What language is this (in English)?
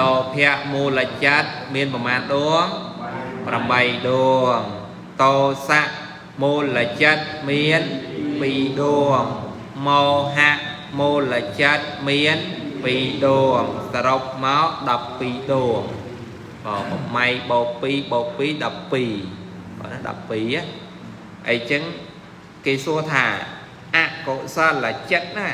Khmer